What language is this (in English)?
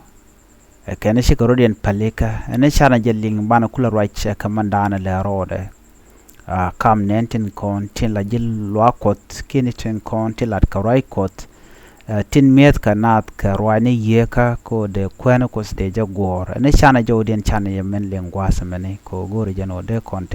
Nuer